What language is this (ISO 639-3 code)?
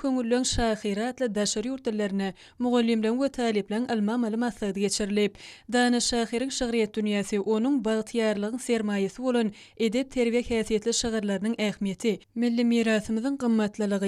tuk